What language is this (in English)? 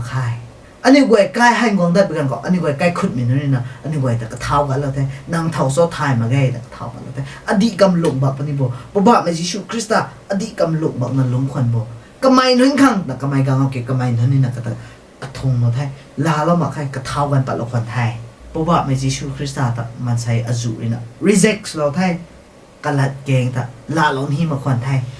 Rongmei Naga